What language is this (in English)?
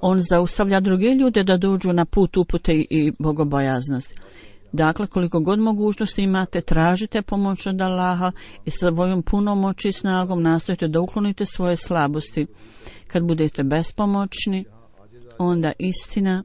Bosnian